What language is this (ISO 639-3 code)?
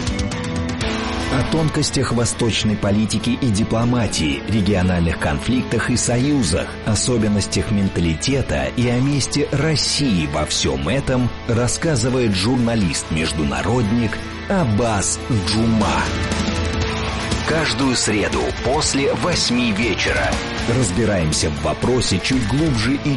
rus